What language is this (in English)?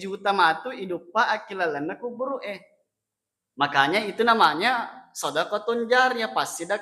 Buginese